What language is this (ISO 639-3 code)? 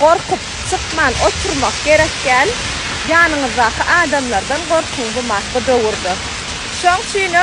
tuk